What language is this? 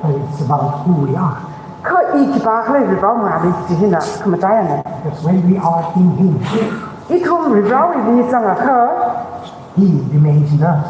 Tangkhul Naga (India)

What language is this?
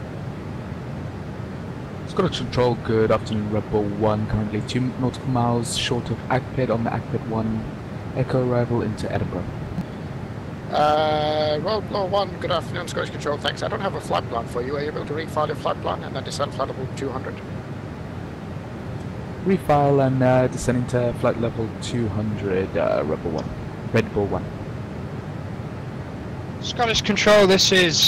English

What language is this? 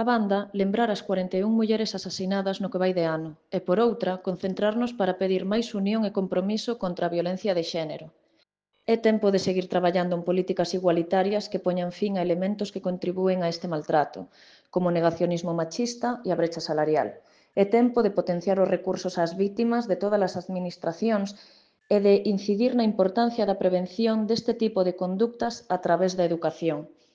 Galician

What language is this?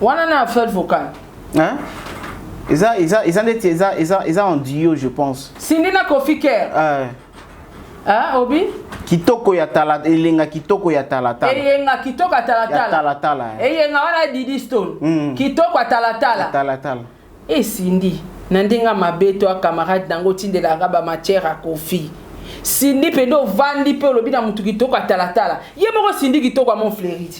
Lingala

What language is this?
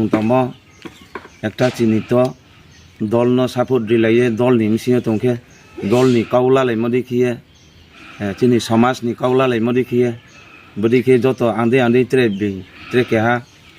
Riang (India)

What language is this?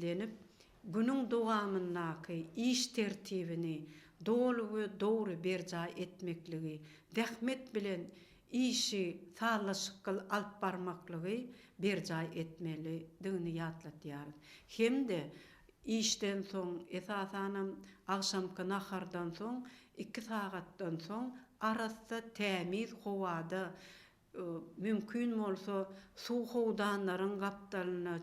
Turkmen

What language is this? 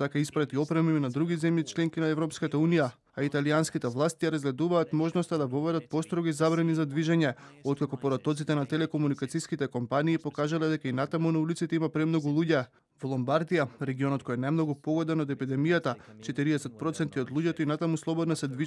Macedonian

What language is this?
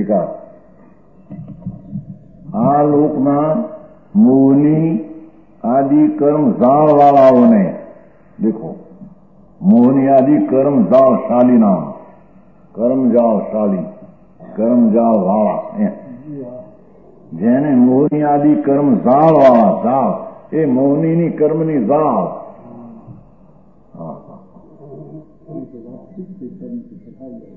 Gujarati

